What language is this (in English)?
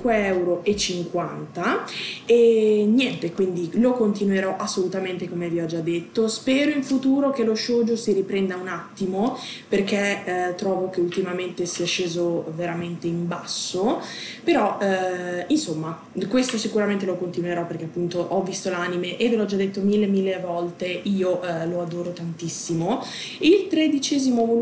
Italian